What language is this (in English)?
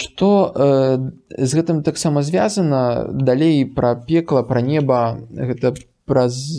Belarusian